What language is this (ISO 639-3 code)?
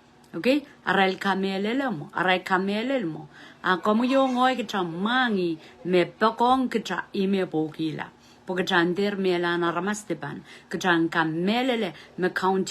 pon